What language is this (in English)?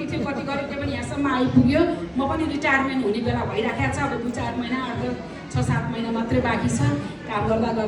Nepali